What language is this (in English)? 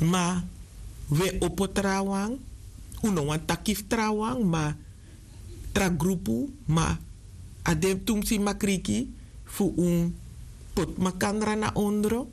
Sranan Tongo